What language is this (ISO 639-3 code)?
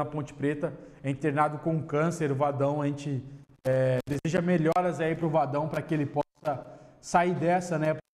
por